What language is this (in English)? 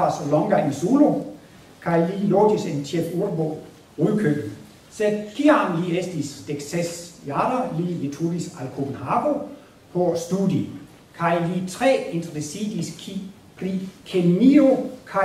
Esperanto